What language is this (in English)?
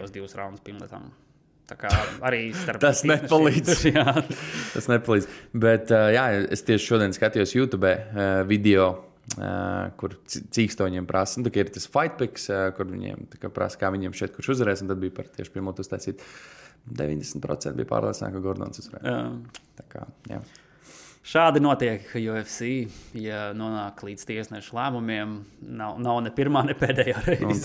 Latvian